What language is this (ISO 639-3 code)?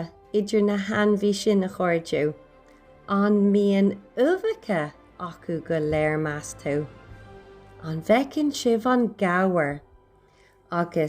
gle